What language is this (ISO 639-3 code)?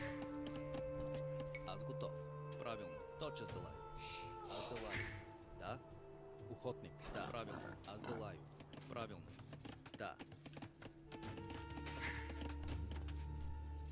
bul